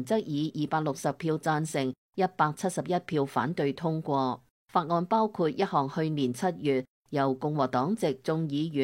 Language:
Cantonese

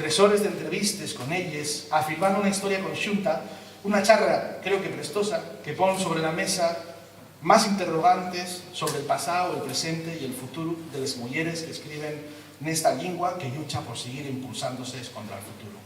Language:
Asturian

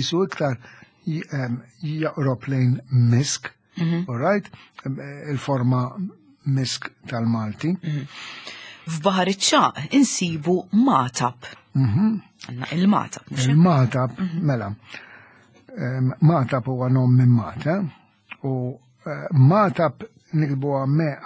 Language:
Maltese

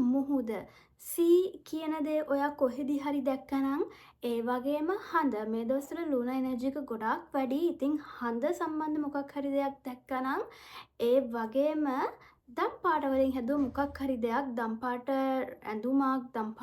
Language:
Sinhala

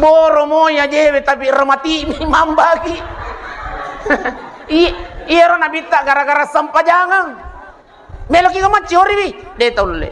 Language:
Buginese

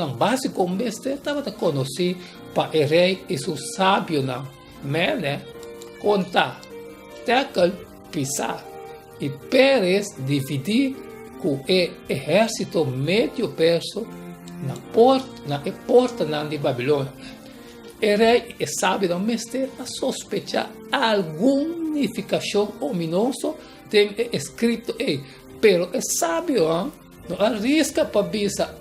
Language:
Papiamento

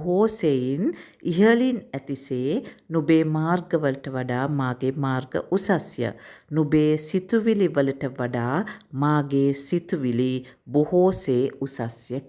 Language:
Sinhala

